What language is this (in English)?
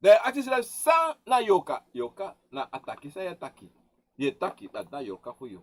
Sranan Tongo